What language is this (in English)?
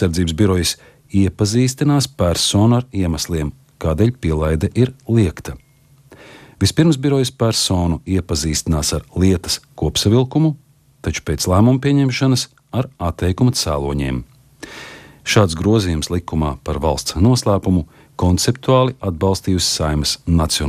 Latvian